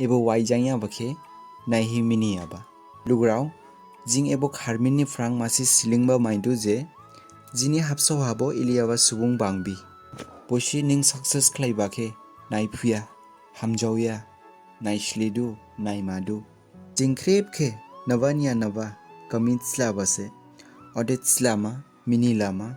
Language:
Dimasa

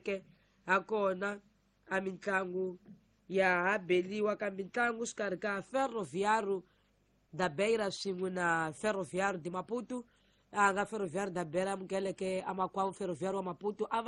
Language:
Tsonga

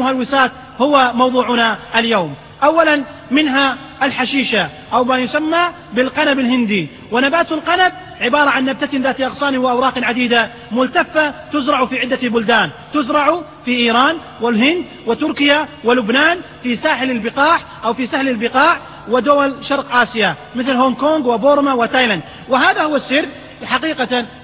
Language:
Arabic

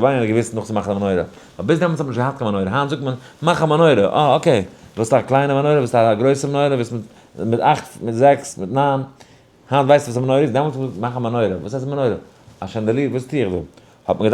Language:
Yiddish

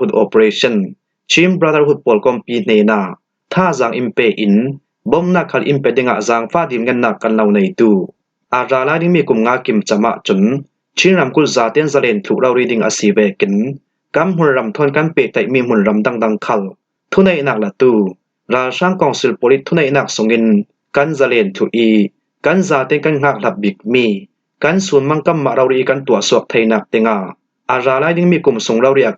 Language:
Falam Chin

